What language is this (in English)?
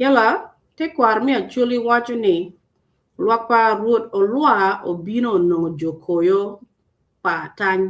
Acoli